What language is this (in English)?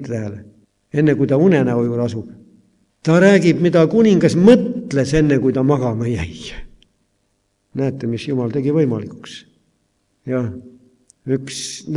Estonian